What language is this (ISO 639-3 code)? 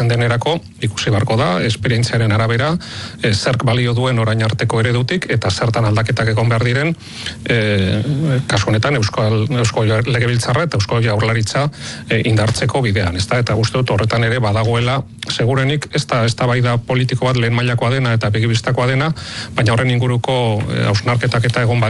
eus